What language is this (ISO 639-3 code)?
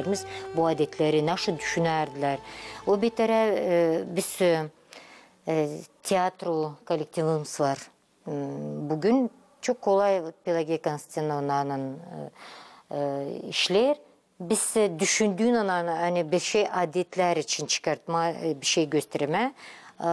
gag